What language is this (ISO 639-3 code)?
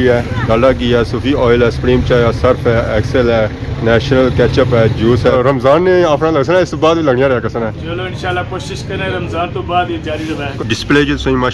phr